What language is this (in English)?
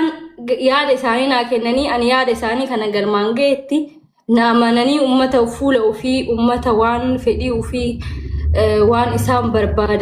Oromo